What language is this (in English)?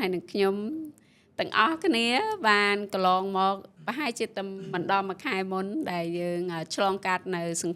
Khmer